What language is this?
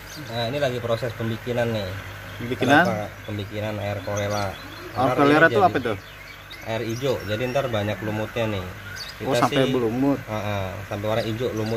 Indonesian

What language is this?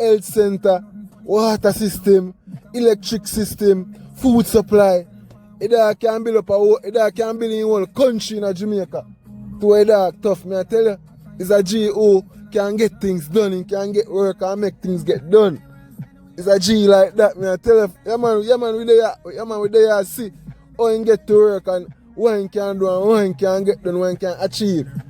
Jamaican Creole English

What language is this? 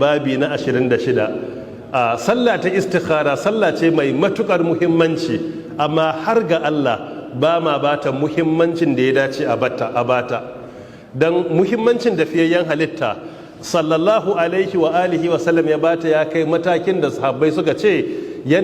Hausa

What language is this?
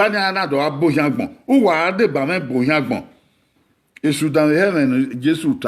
Bini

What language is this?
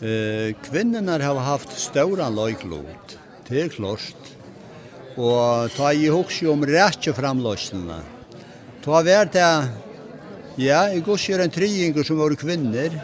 Faroese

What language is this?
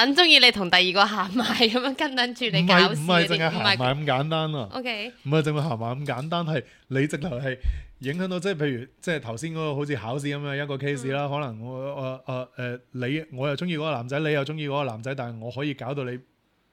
Cantonese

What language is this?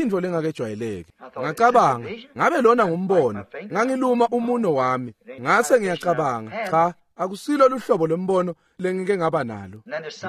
Swati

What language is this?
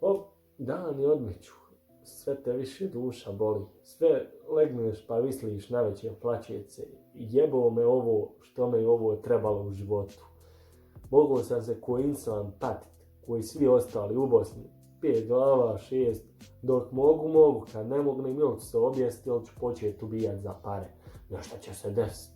Bosnian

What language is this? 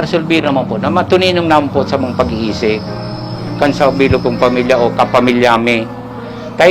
Bikol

